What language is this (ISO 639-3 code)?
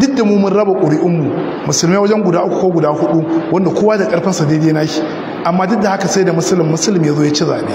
hau